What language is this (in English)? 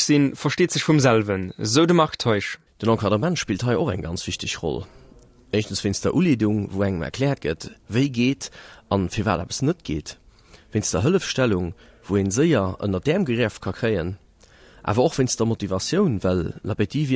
Luxembourgish